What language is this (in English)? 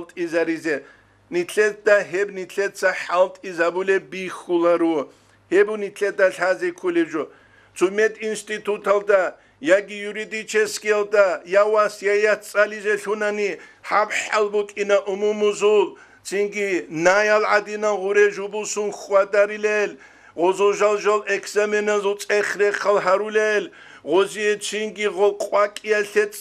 Avaric